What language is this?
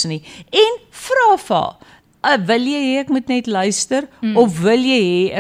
Afrikaans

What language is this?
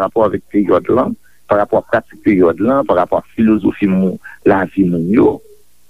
Haitian Creole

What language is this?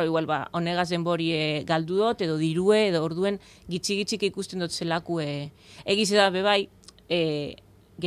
Basque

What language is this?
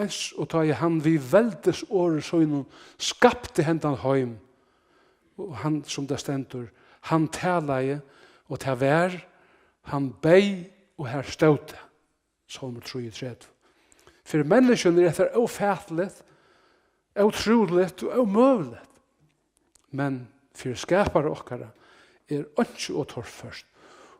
Faroese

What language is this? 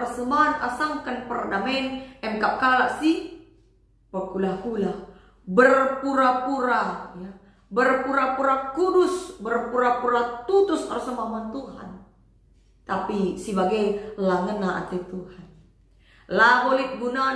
Batak Karo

